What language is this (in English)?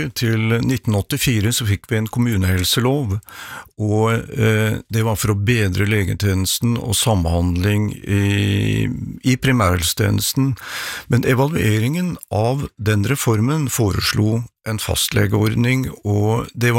Norwegian